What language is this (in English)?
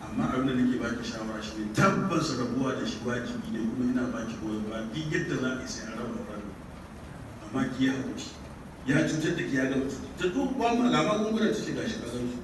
Hausa